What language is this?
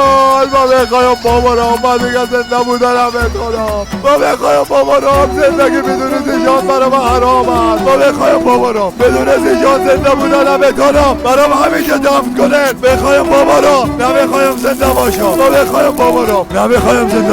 Persian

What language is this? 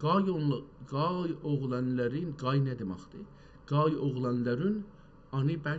South Azerbaijani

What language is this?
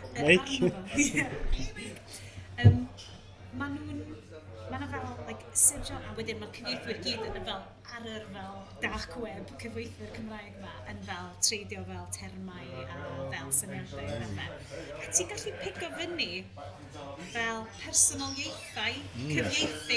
Welsh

